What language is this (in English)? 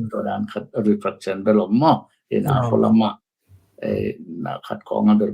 Tedim Chin